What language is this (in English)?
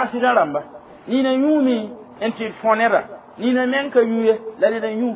Mossi